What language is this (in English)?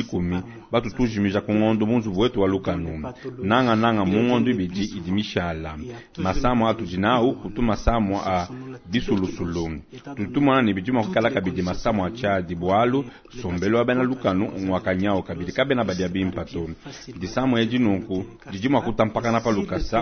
Luba-Lulua